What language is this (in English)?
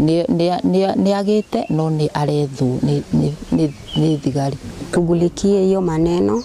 Kikuyu